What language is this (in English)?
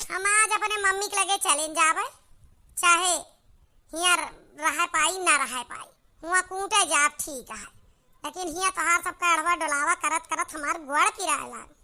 Awadhi